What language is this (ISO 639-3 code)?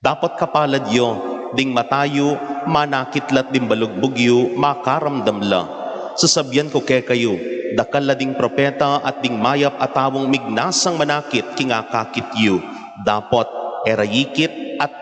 pam